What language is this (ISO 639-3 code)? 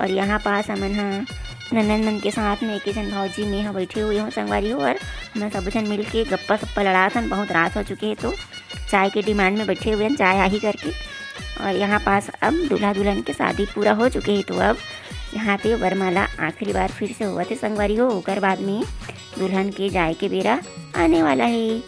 hne